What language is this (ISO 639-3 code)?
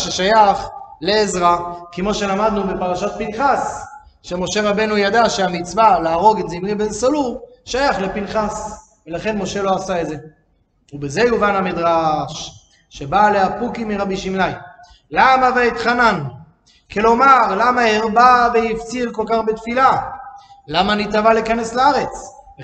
heb